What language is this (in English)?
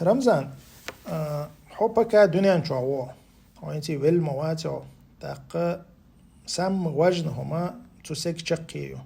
Chechen